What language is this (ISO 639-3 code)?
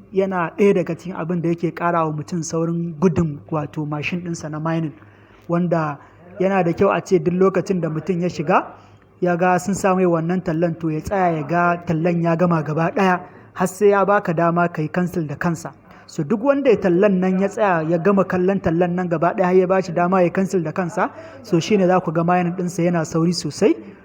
hau